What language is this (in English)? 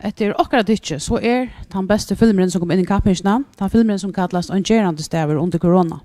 Faroese